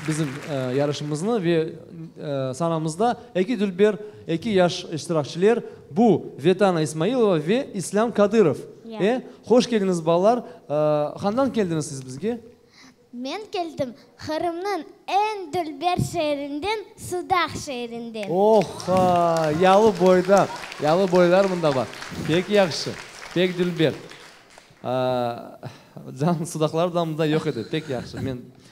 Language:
Crimean Tatar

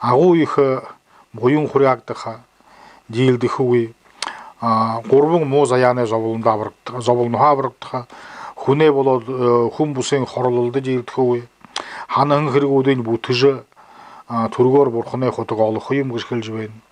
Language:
Buriat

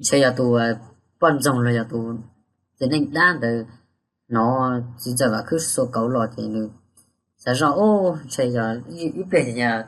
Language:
Hmong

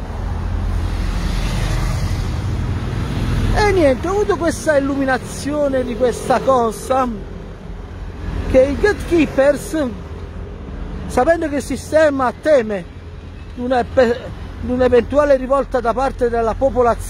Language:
Italian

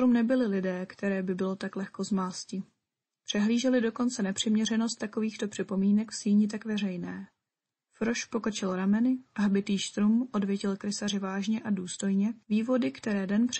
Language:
Czech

